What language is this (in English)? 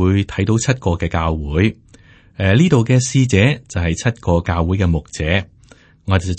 Cantonese